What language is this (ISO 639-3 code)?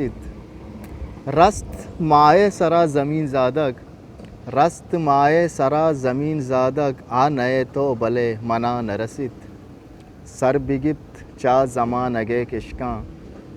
bgp